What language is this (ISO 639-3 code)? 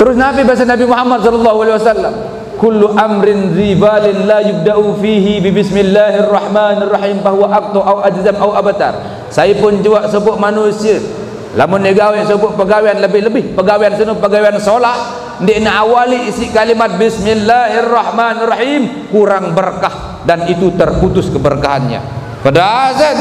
sas